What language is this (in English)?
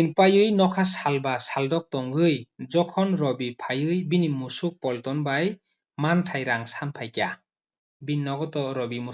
Kok Borok